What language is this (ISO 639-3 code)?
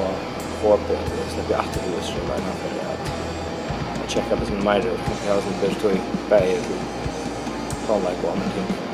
fao